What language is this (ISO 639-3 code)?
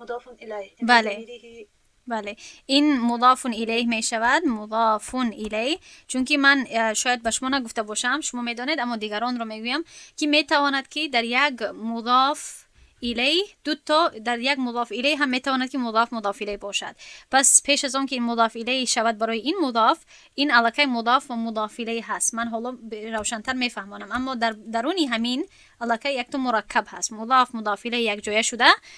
tgk